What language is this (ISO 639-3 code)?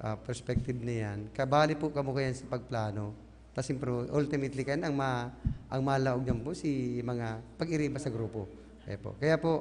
bik